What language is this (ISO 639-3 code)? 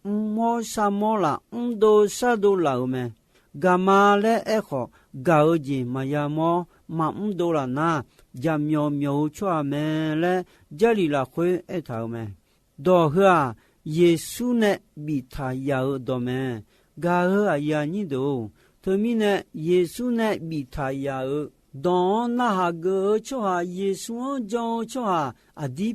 ahk